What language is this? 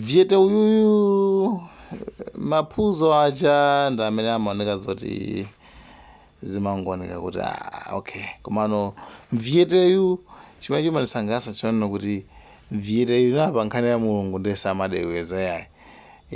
Nyanja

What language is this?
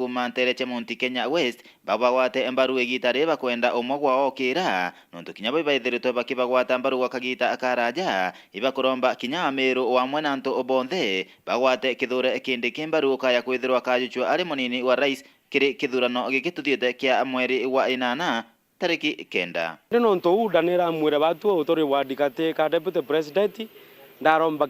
Meru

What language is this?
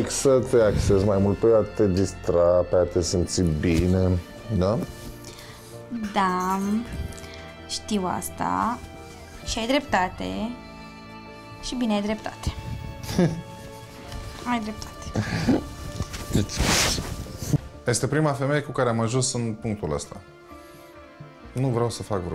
Romanian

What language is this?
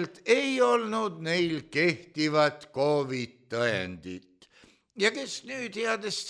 Estonian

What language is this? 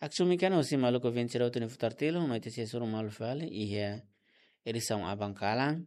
Tetum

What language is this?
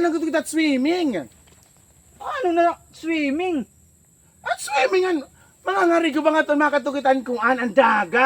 Waray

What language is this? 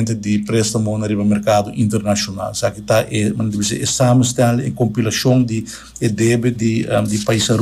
Papiamento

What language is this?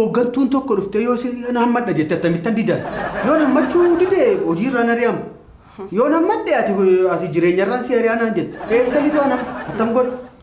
Oromo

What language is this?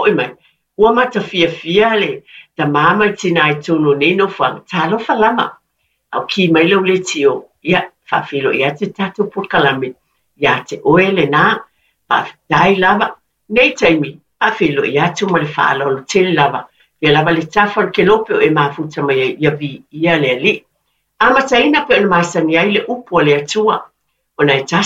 Samoan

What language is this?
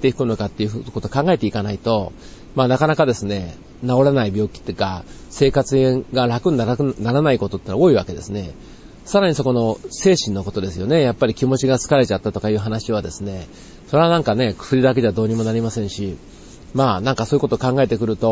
Japanese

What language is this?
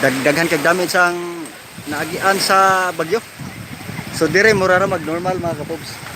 Cebuano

